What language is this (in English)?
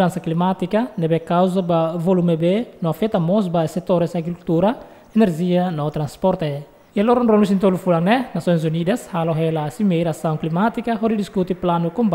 Tetum